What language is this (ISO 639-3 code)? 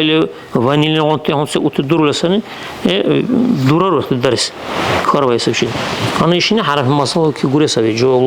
dar